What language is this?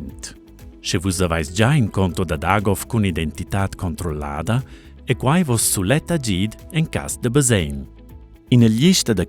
Romansh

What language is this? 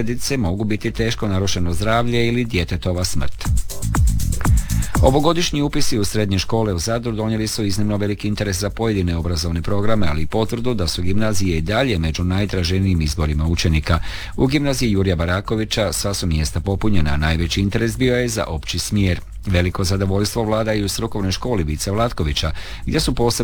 Croatian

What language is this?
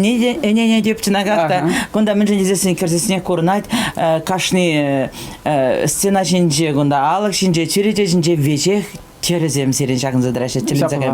Chuvash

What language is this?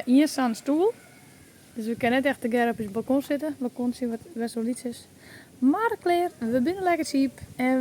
Western Frisian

